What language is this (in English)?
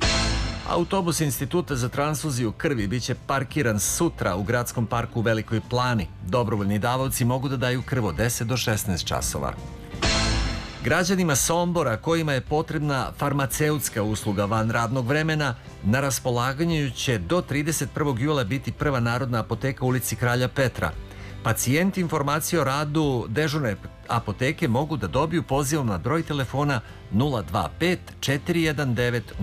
Serbian